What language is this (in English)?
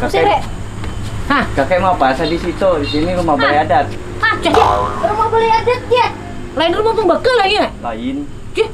Banjar